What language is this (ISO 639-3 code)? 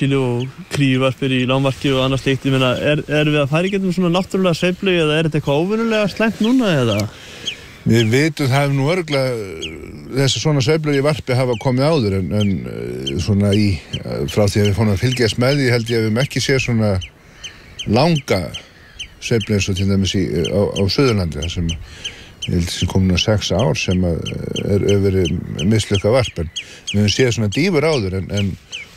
isl